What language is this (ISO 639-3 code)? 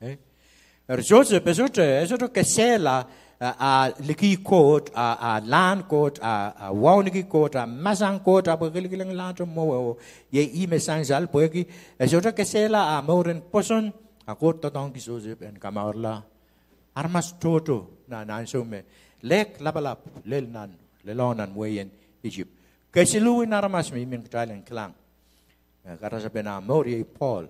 pon